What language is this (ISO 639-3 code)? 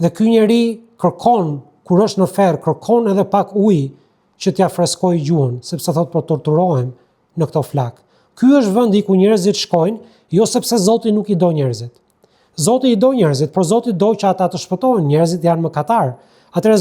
sqi